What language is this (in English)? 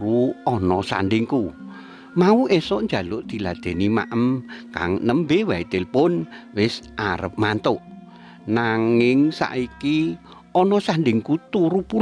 Javanese